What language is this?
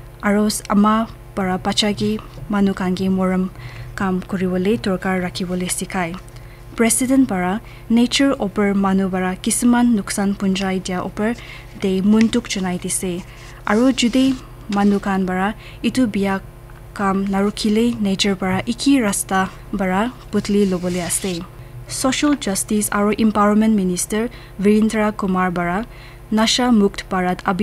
Naga Pidgin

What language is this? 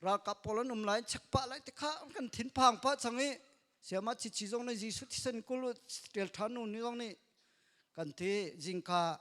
Hakha Chin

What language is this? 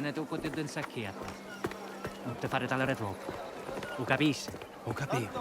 Sicilian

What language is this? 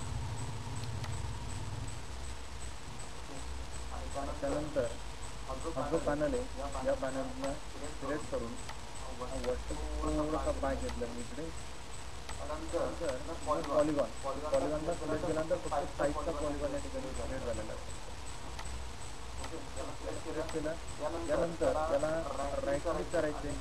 Marathi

